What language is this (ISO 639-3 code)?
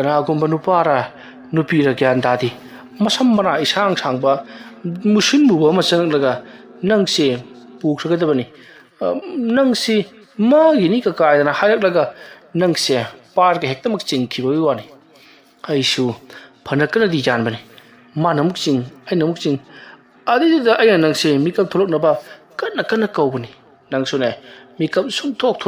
mni